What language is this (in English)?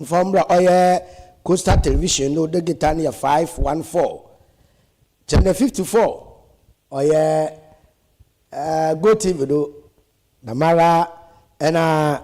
Akan